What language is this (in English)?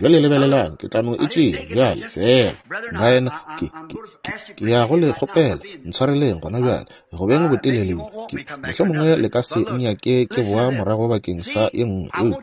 Northern Sotho